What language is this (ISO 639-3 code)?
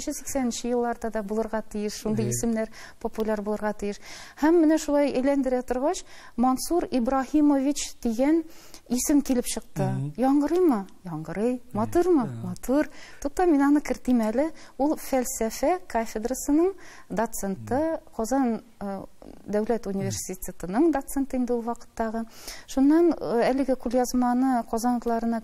tat